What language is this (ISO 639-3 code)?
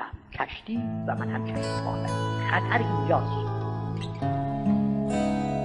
fas